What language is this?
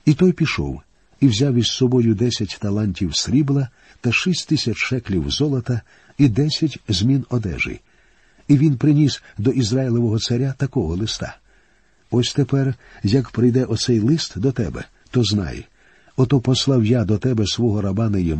Ukrainian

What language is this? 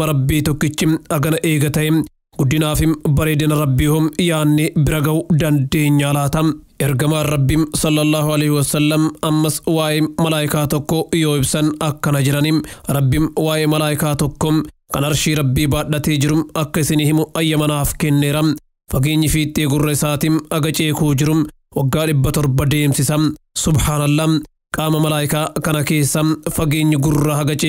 Oromo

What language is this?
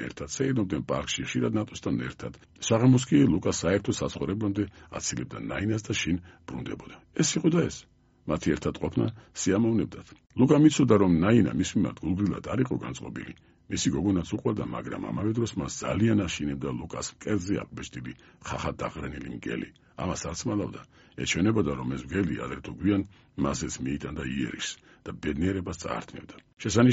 Georgian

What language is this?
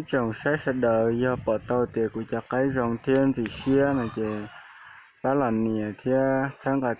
Hmong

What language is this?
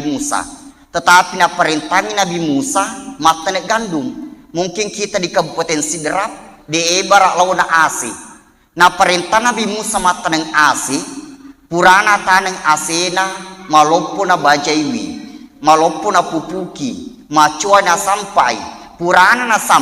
Buginese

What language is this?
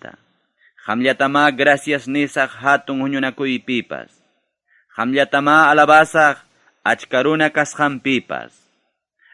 Ayacucho Quechua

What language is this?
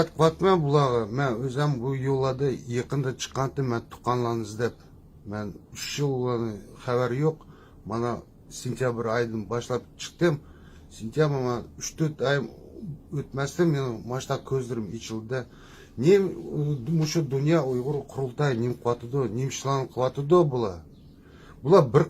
Uyghur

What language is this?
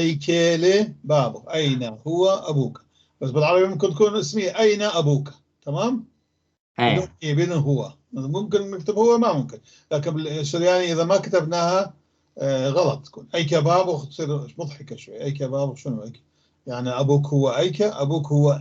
North Levantine Arabic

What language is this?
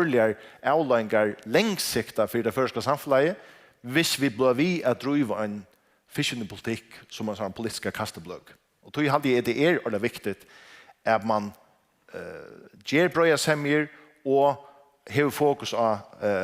Faroese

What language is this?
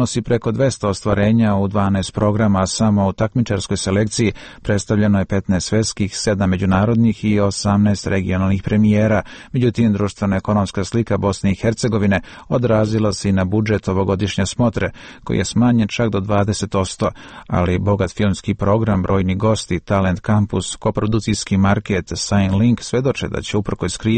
Serbian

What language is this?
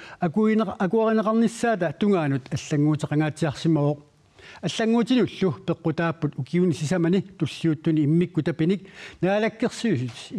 Kalaallisut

